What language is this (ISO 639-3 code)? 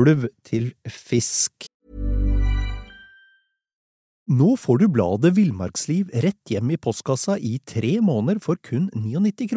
nor